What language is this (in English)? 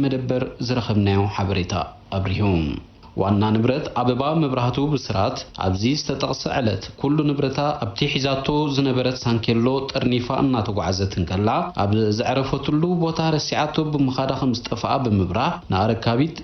Tigrinya